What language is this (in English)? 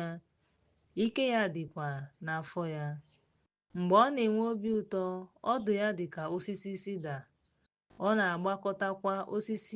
Igbo